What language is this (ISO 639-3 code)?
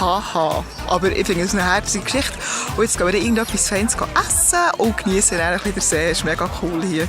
gsw